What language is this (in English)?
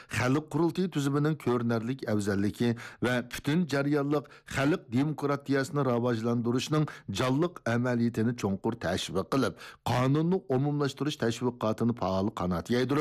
Uyghur